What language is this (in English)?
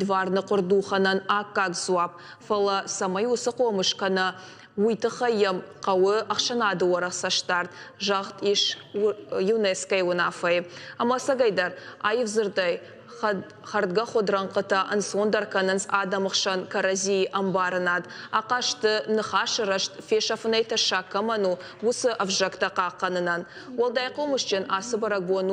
Ossetic